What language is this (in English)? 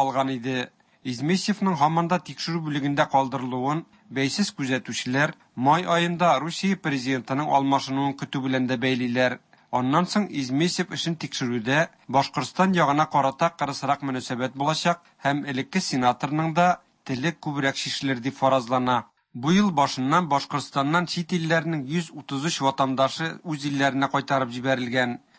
Tatar